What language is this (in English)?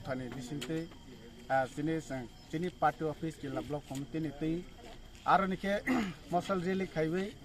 Kok Borok